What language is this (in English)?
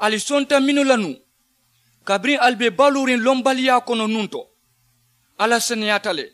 Mandingo